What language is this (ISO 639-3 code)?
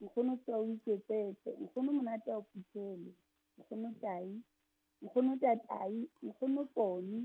sot